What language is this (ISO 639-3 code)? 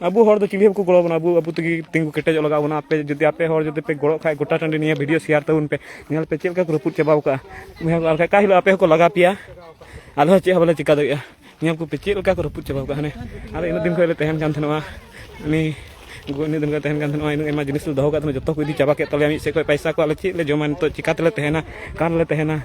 sat